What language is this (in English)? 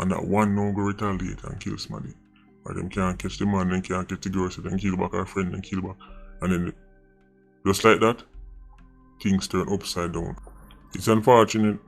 Jamaican Creole English